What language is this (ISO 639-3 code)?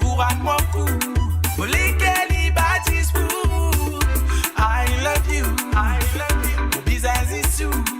mfe